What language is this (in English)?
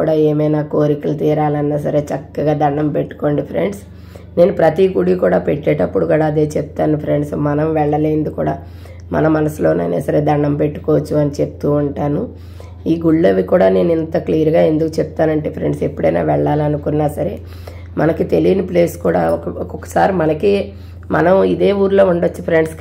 Telugu